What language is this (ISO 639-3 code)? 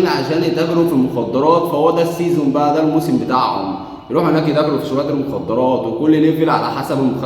arz